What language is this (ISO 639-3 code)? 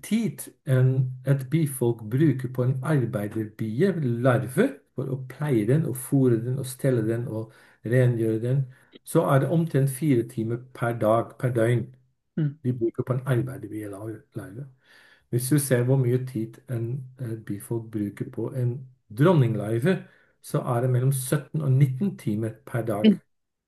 nor